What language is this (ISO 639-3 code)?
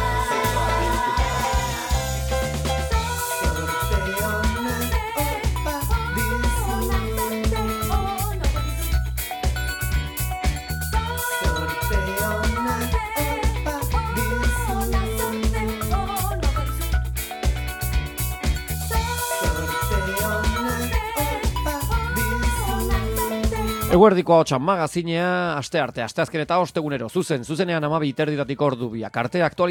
eus